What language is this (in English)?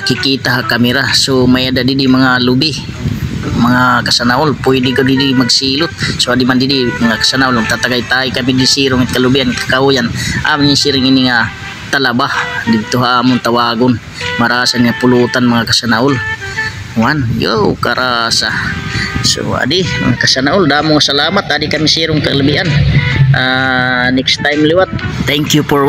Waray